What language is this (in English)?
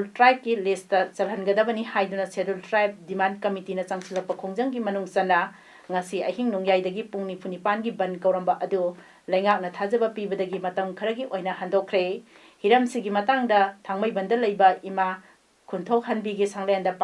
Manipuri